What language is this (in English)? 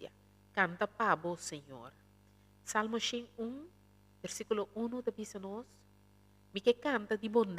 Papiamento